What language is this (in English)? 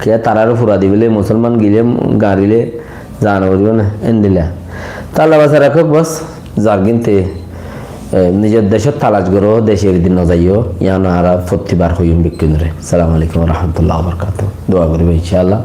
Rohingya